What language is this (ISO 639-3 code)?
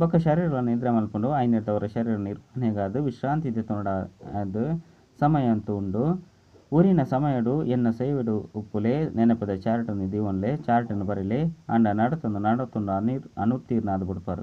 tcy